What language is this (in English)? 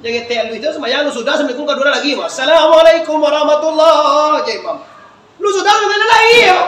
Minangkabau